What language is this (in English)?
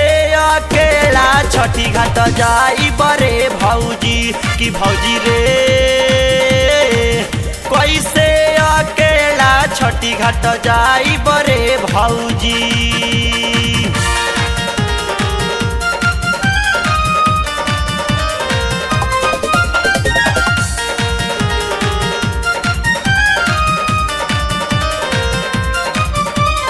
Bhojpuri